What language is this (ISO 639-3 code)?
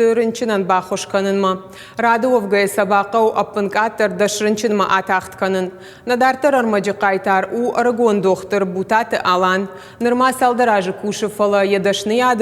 oss